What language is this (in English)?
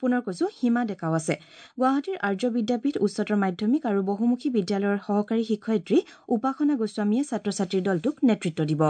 Assamese